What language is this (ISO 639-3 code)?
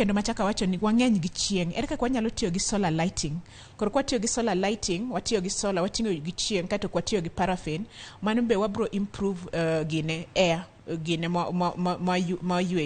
luo